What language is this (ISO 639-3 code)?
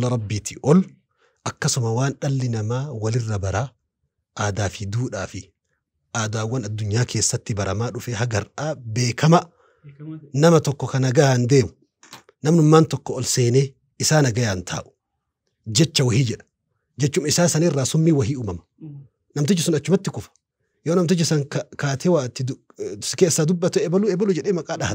orm